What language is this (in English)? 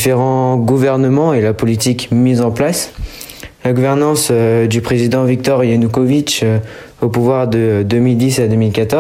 French